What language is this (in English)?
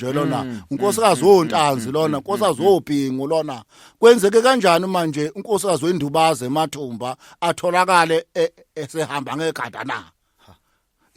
Zulu